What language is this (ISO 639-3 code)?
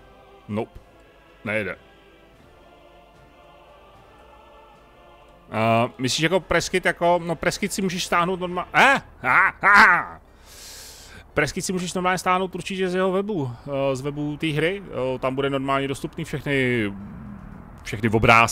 ces